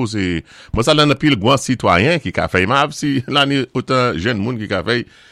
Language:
Saint Lucian Creole French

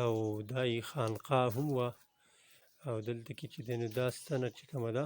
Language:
Pashto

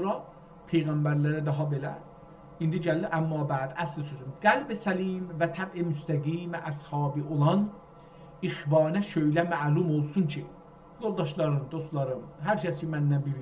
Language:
South Azerbaijani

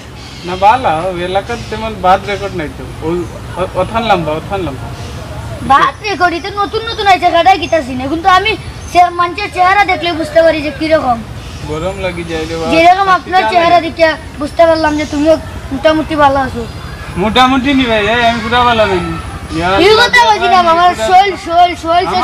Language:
Sylheti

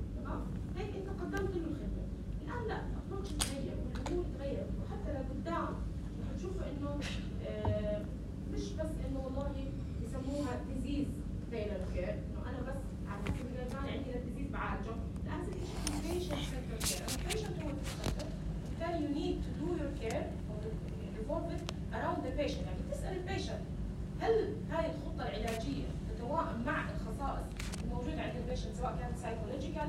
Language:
North Levantine Arabic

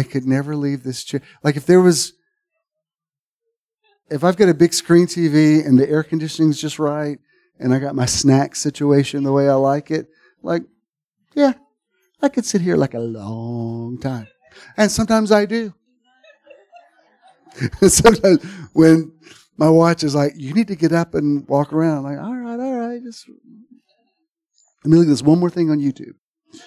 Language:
English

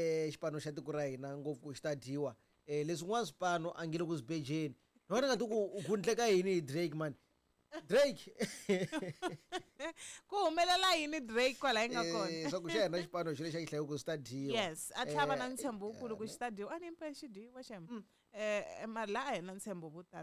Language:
Tsonga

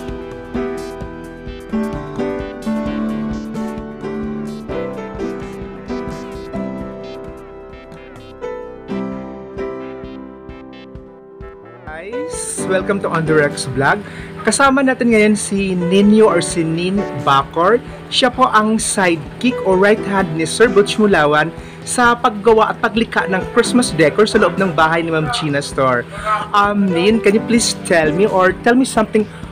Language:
Filipino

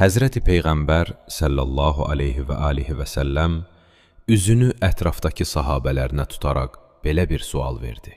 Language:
Azerbaijani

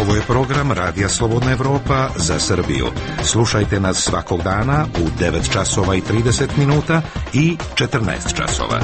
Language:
Serbian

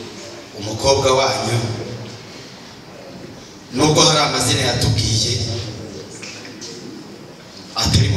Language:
Kinyarwanda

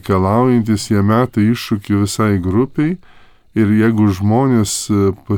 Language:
Lithuanian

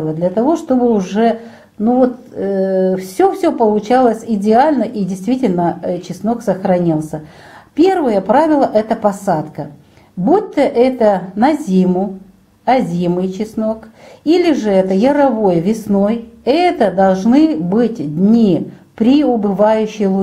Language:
Russian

